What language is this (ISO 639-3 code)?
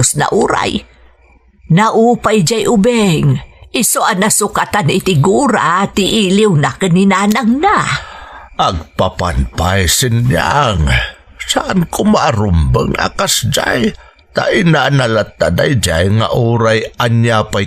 ilo